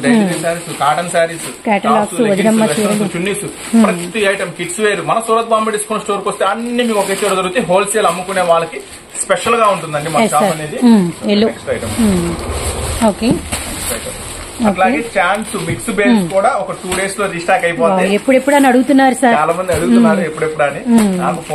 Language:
Telugu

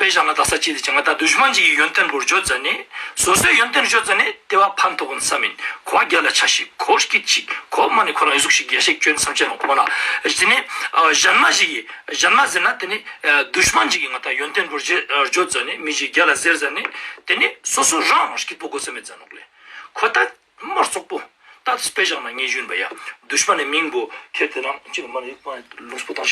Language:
Ladakhi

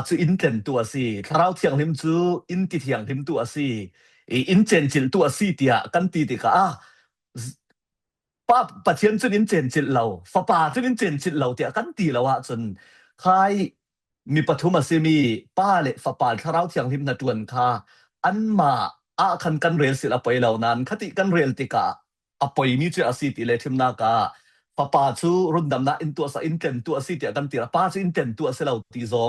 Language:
Falam Chin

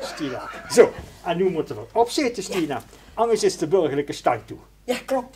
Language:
Limburgish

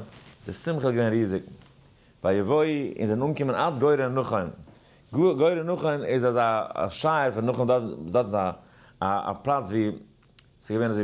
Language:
Yiddish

